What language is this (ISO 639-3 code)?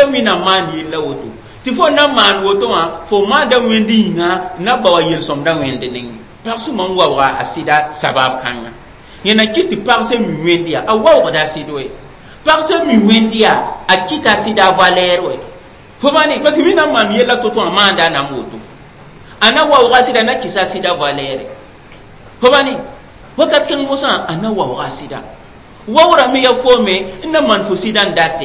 mos